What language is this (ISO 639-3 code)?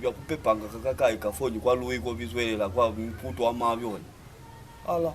loz